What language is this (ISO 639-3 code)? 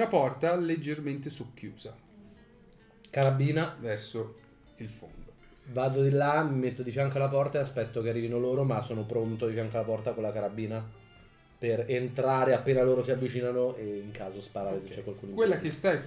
ita